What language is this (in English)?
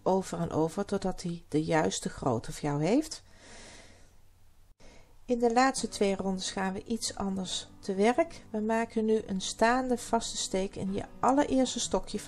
Dutch